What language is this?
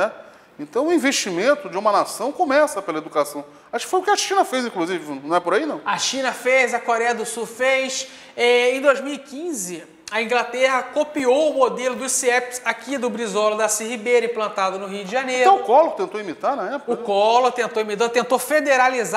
Portuguese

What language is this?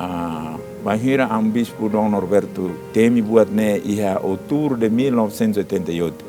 Tetum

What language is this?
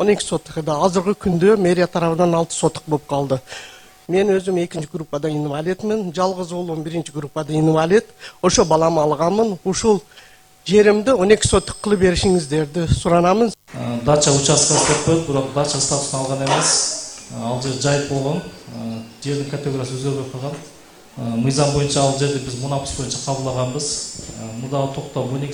Kyrgyz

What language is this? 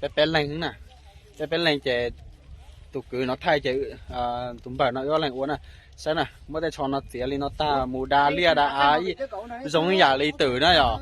Hmong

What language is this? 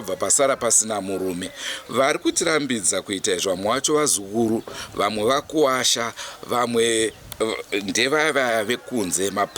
Shona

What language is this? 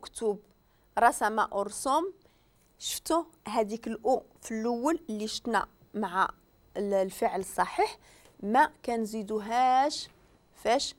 Moroccan Arabic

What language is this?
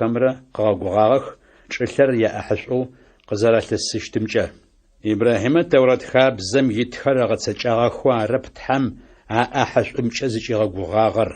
Adyghe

